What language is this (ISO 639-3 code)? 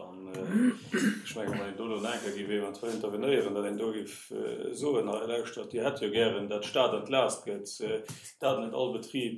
ltz